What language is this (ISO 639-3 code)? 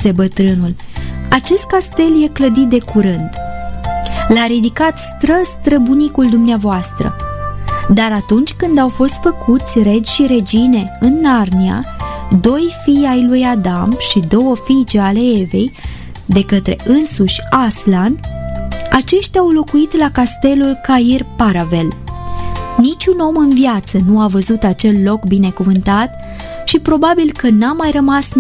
ron